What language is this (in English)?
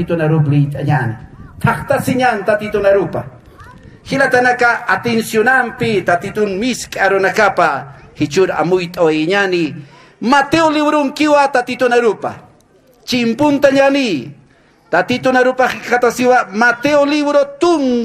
Aymara